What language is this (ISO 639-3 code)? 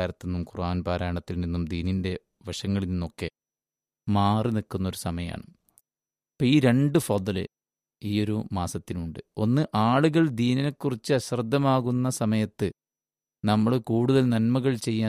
mal